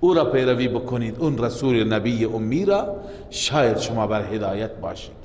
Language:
Persian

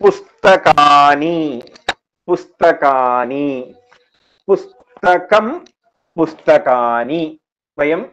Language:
Sanskrit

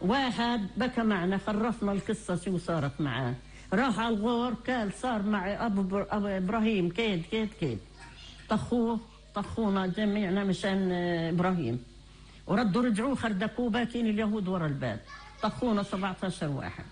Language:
North Levantine Arabic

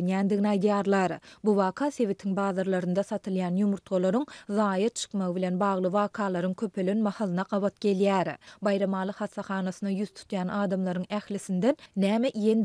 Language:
Turkmen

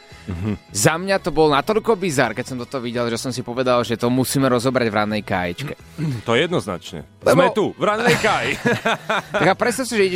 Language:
Slovak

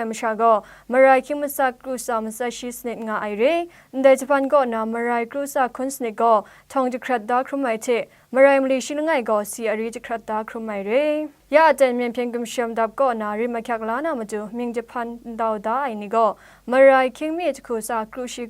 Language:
Kachin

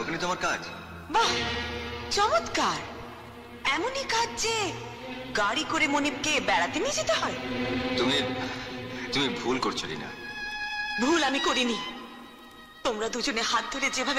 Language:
Bangla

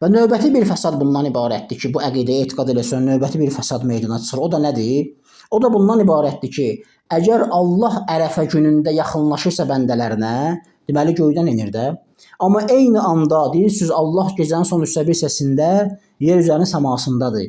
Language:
Azerbaijani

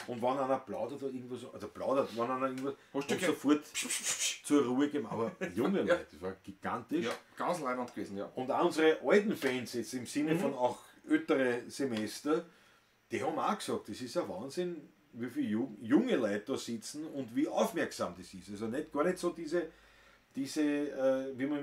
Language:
Bavarian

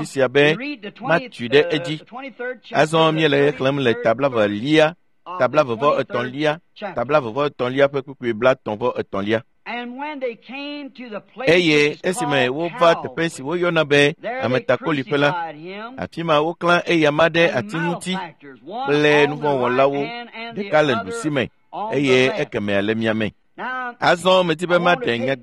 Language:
Ewe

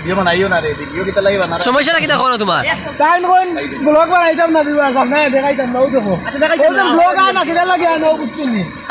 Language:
Sylheti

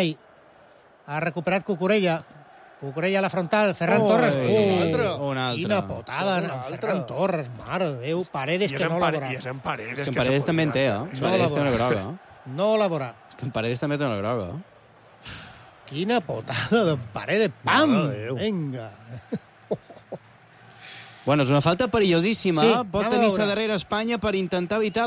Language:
Catalan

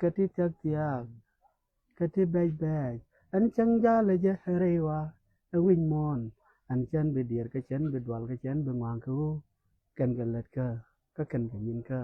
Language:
Nuer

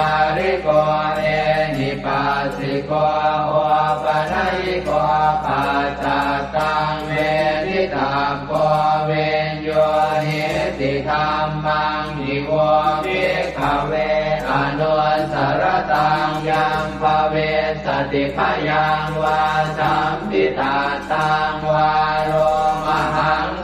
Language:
Pali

